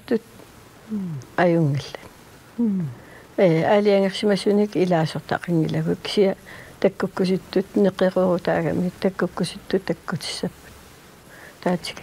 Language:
Kalaallisut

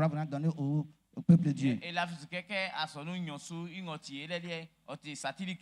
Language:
Baoulé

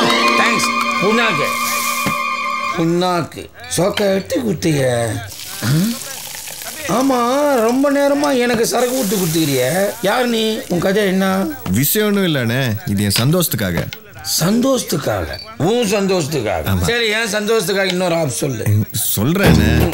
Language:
Tamil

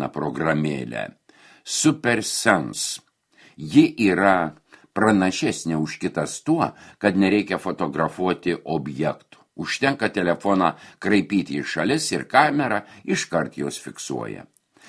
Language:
Lithuanian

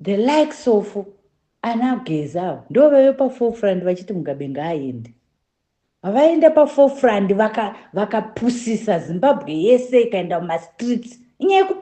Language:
Shona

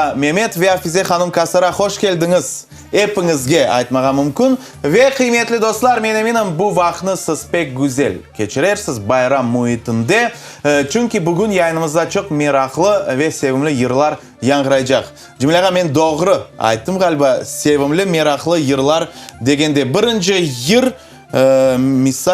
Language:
Crimean Tatar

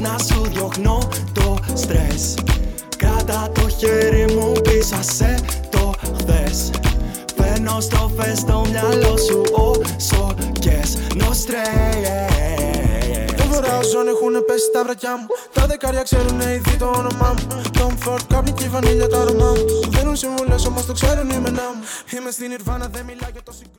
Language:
Greek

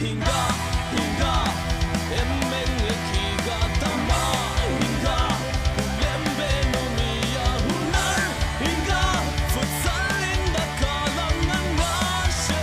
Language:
Divehi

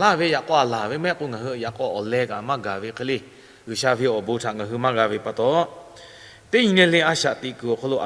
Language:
Lahu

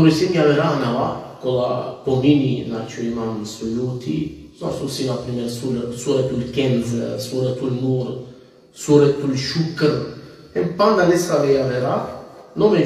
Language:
Balkan Romani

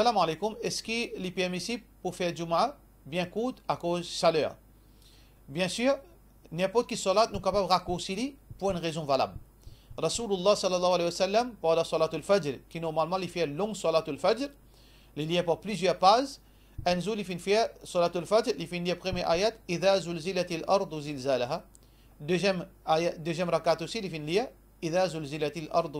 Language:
Morisyen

